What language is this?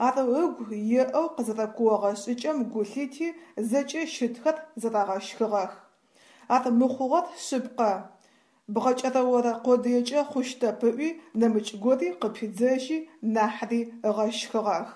Adyghe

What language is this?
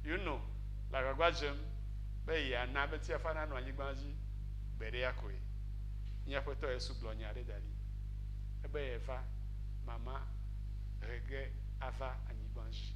Ewe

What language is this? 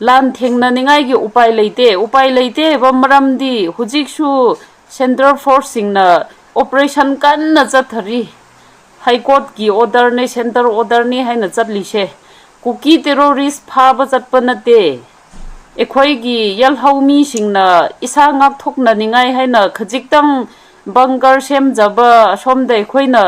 Manipuri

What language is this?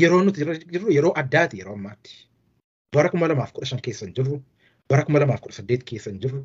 Oromo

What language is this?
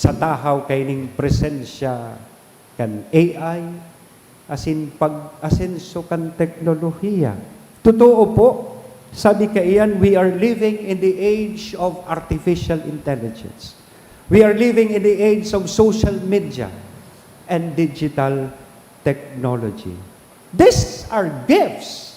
Bikol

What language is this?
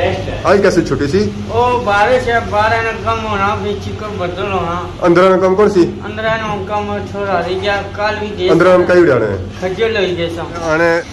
Pahari-Potwari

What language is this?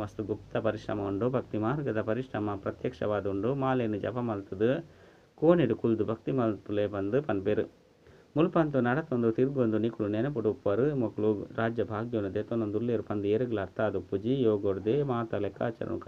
Tulu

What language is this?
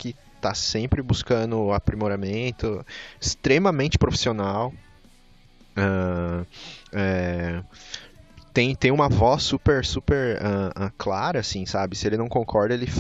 Portuguese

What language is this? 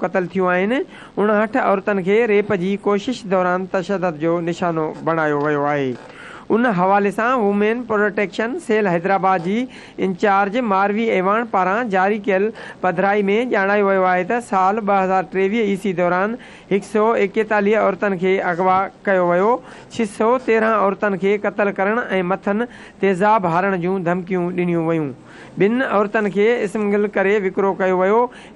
Sindhi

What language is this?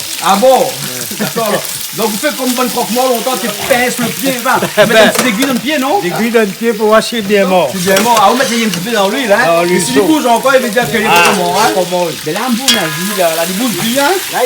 Réunion Creole French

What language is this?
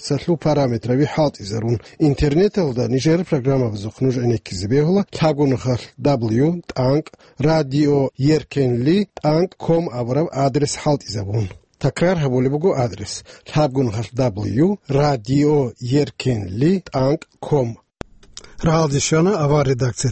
Avaric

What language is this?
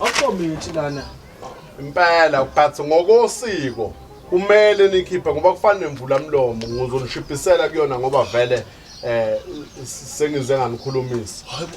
Zulu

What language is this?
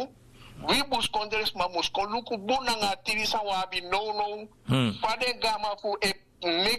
Sranan Tongo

